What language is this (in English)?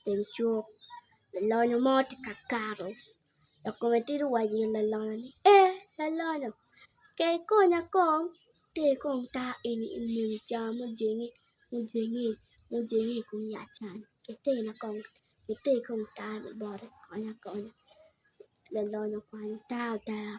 Acoli